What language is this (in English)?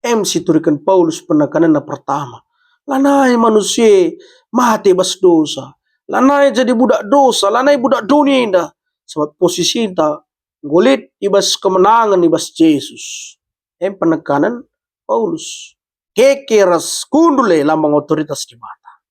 Batak Karo